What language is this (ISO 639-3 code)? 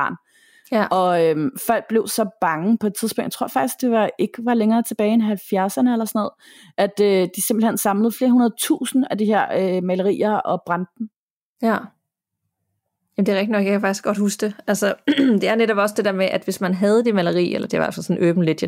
dan